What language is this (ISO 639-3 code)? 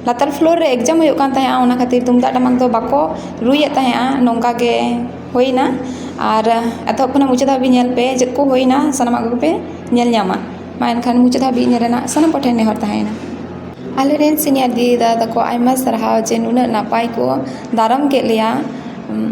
sat